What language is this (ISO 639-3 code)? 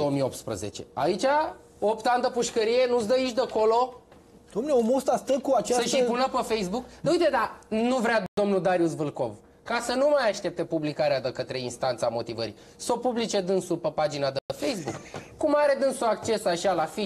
ron